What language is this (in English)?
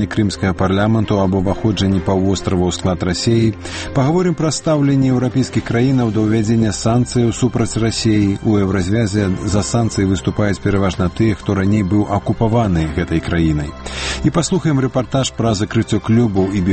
Belarusian